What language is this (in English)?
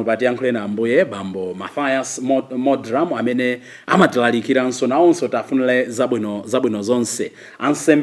Nyanja